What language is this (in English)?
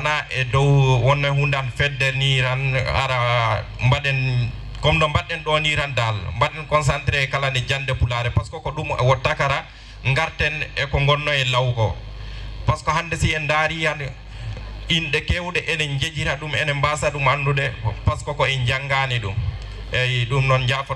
Fula